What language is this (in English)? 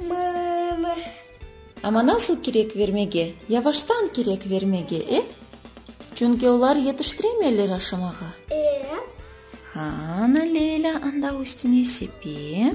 Crimean Tatar